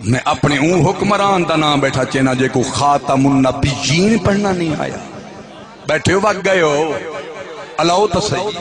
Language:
Saraiki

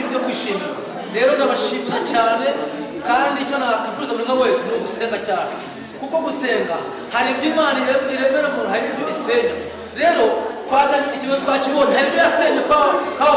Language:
Kinyarwanda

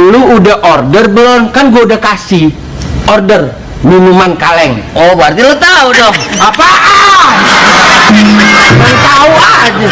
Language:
Betawi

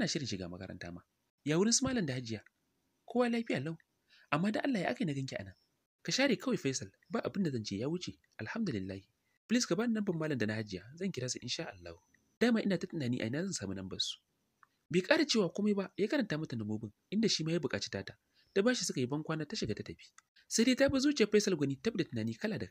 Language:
Hausa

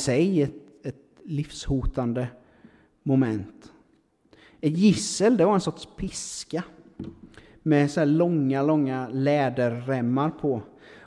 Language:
Swedish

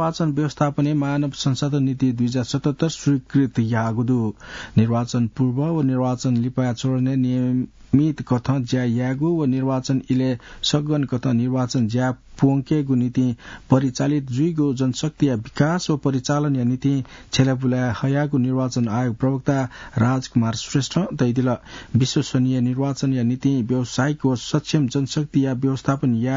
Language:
Newari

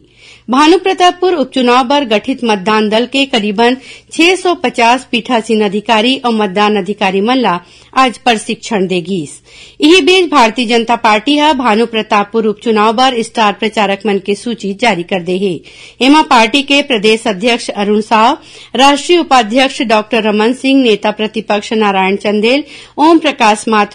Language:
Chhattisgarhi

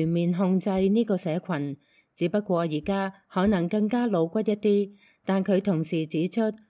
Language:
Cantonese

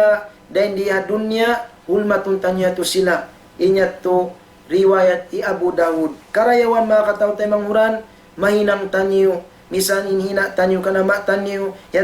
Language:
Tausug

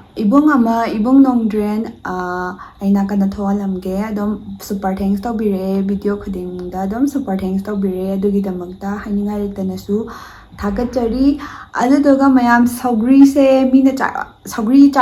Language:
Manipuri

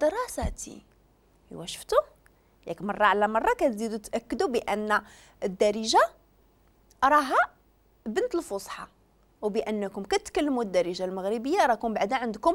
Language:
Moroccan Arabic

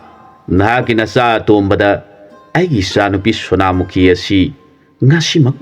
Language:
Manipuri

